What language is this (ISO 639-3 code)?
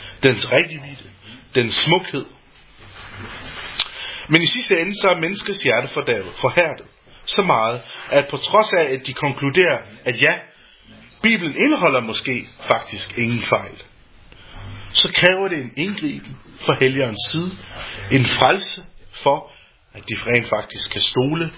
dan